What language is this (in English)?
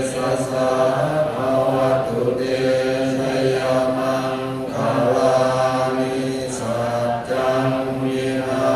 Pali